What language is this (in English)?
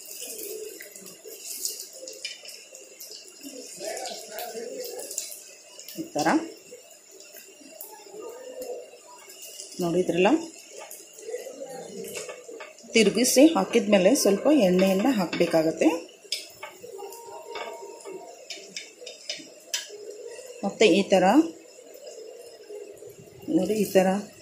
Kannada